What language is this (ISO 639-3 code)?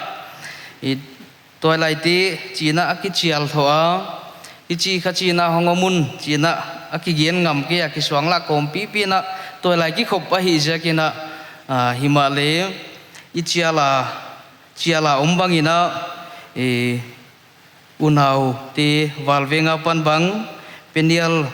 pck